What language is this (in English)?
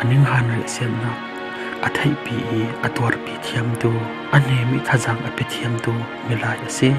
Falam Chin